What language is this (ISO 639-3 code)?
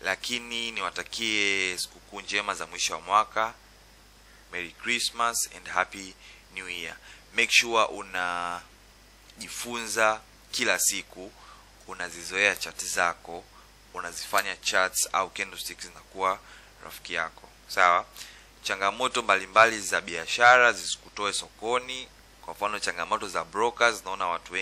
swa